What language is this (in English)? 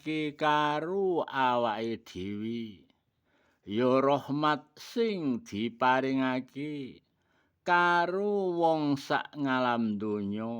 Javanese